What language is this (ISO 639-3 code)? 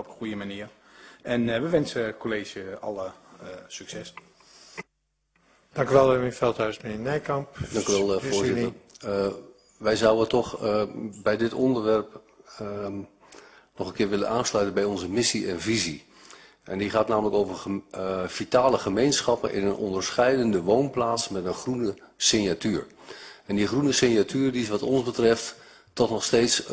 nld